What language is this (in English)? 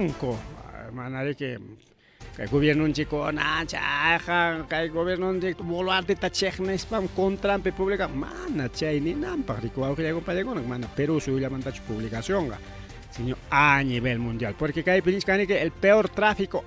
Ayacucho Quechua